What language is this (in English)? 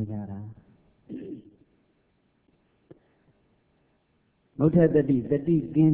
Burmese